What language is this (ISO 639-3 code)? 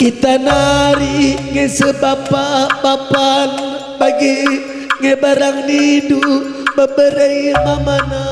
btx